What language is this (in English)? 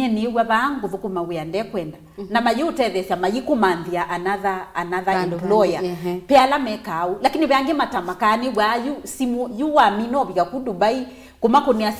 Kamba